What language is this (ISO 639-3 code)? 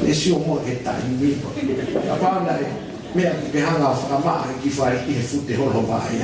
ton